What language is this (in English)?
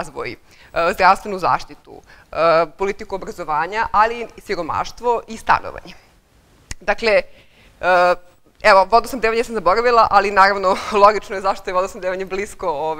Serbian